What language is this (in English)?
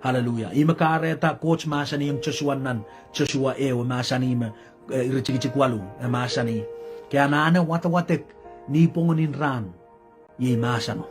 Pohnpeian